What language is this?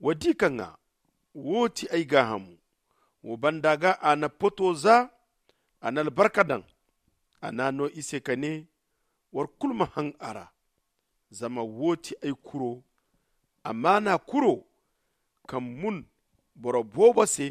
Zarma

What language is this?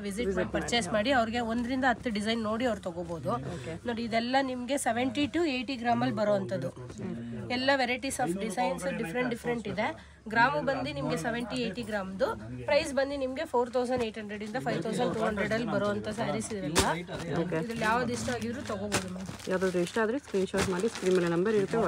Kannada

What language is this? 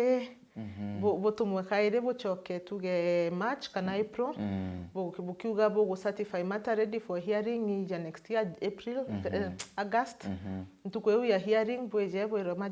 Meru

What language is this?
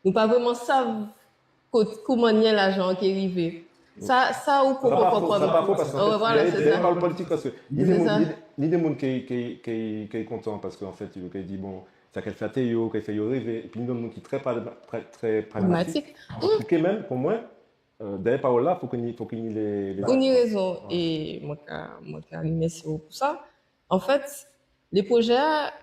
Guadeloupean Creole French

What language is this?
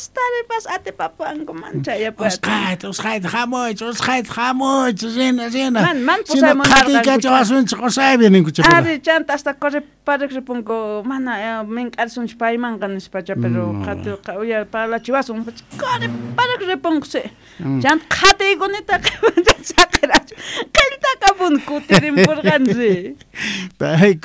South Bolivian Quechua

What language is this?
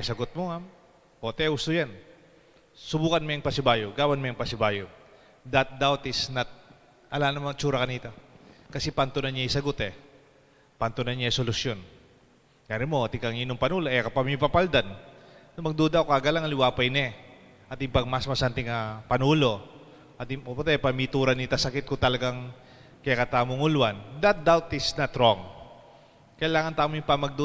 Pampanga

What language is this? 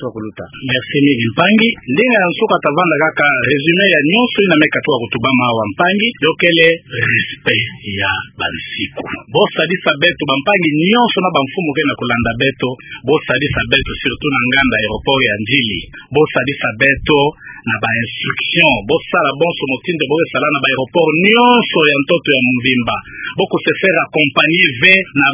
Kituba (Democratic Republic of Congo)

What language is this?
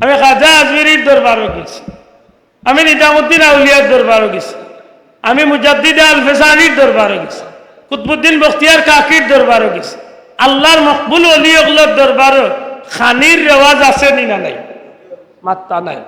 Sylheti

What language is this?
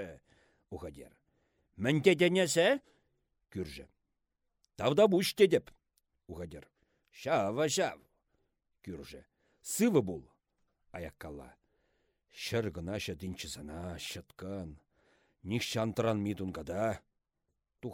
Chuvash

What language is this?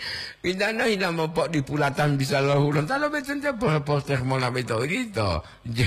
Gorontalo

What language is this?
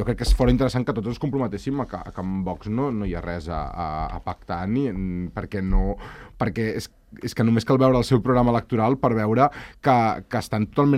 Catalan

